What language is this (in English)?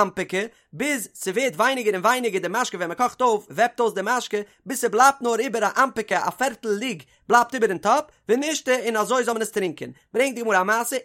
Yiddish